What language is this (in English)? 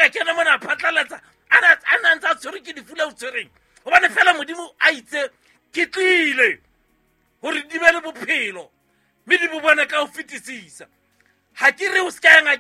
Southern Sotho